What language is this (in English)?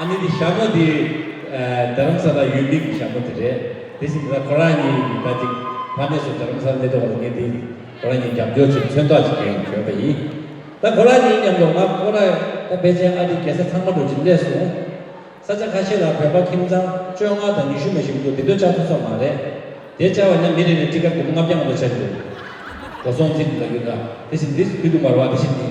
Tibetan